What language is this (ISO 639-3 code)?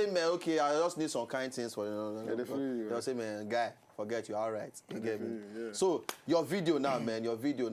pcm